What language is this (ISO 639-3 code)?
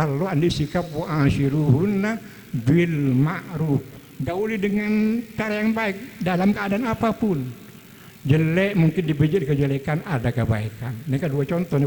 mad